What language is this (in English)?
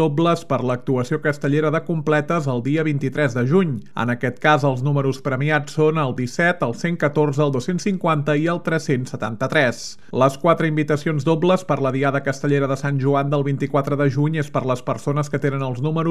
Catalan